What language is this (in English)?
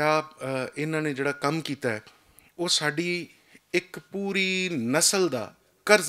Western Panjabi